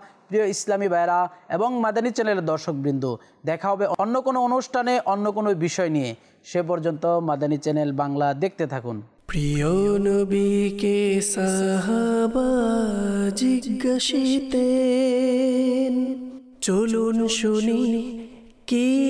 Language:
Bangla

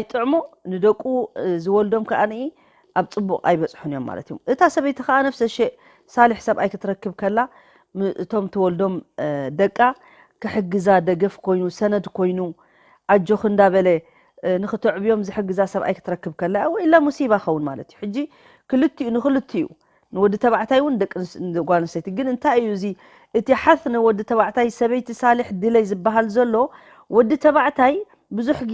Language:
Tigrinya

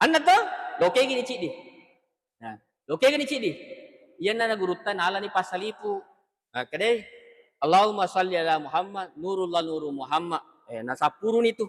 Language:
Buginese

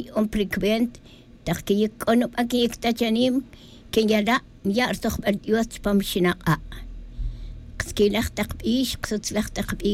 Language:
Tz'utujil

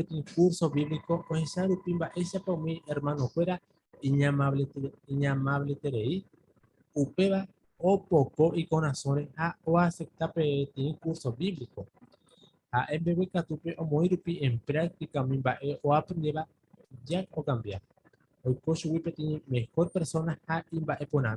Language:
Guarani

